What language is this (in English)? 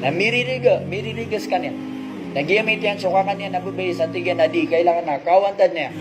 Maranao